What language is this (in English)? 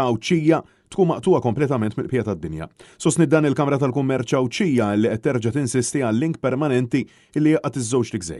Maltese